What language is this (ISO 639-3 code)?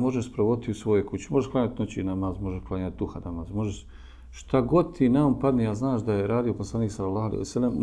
bos